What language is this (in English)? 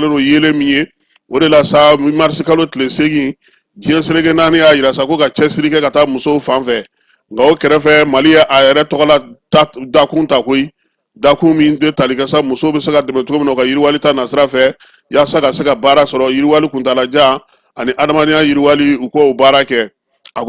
Bambara